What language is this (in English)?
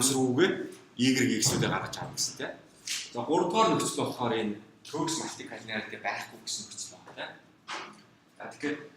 Mongolian